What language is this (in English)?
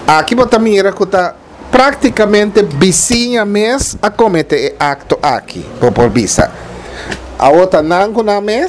Papiamento